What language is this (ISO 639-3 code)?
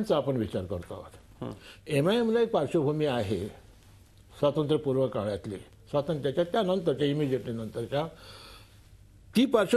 mar